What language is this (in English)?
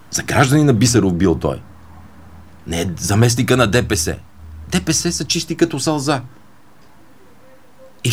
Bulgarian